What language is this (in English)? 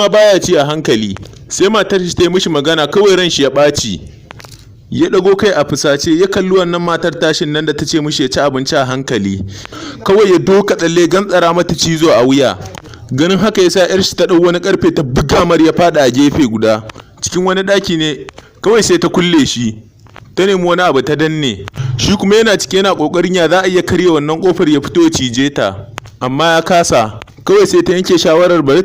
Hausa